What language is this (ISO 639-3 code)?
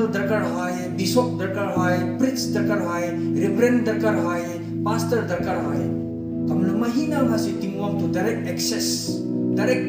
njn